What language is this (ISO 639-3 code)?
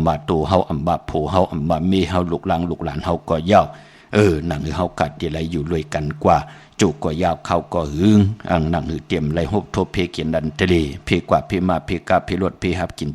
shn